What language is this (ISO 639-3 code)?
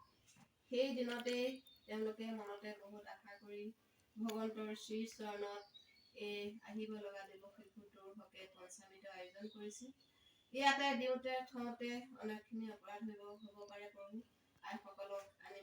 asm